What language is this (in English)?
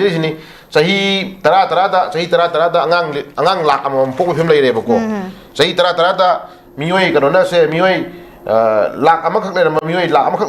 Manipuri